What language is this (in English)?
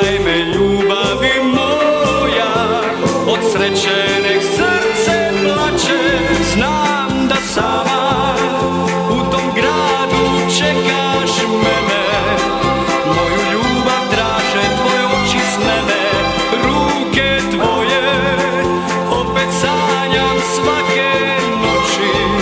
Croatian